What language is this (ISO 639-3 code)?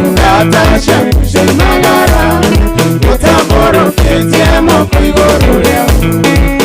kik